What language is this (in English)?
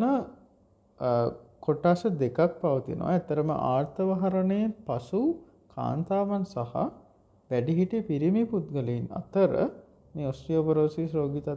Sinhala